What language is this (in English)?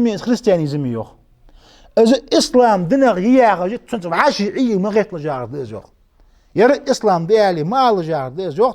Ingush